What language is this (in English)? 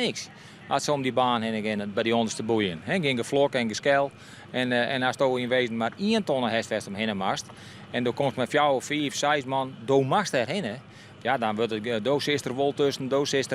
Western Frisian